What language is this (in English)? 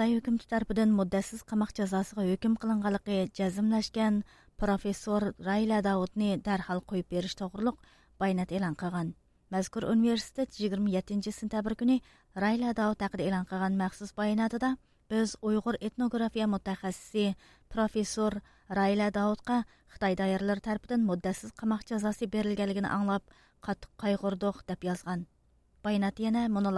Uyghur